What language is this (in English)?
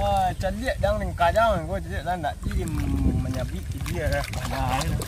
Minangkabau